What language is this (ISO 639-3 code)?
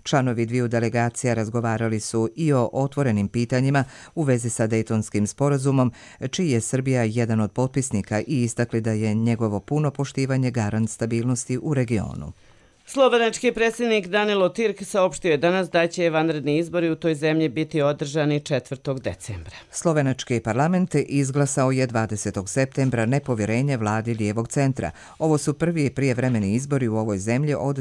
hrv